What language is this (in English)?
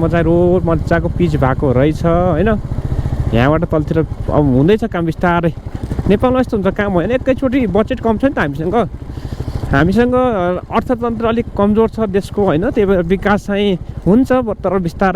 Nepali